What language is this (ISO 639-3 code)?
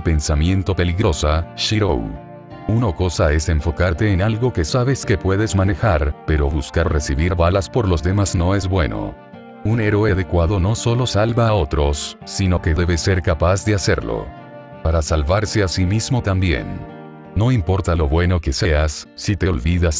spa